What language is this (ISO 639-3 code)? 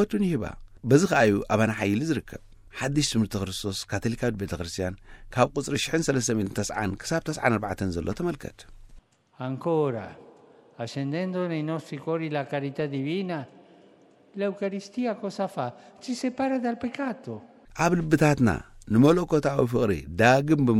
tir